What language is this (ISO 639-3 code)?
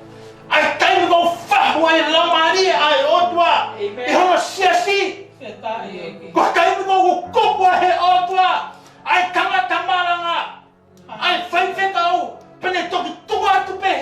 ton